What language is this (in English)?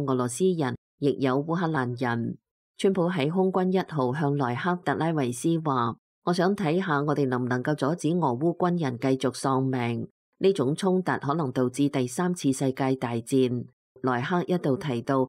Cantonese